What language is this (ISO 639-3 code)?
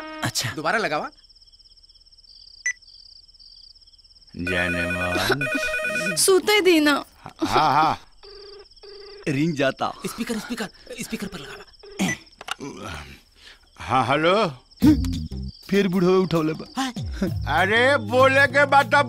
bho